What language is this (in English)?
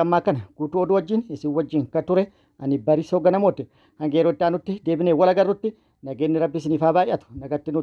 Oromo